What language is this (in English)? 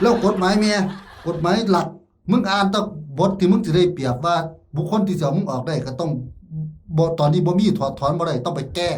Northeastern Thai